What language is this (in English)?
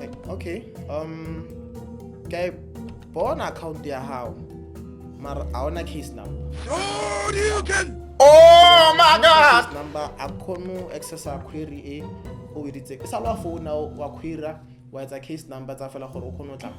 Tswana